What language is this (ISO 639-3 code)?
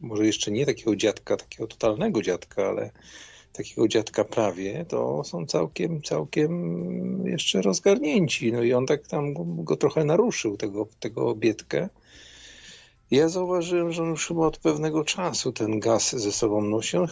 pol